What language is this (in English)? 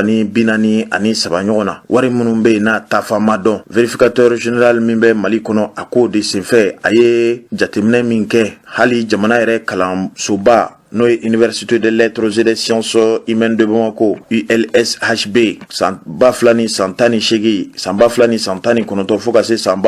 Bambara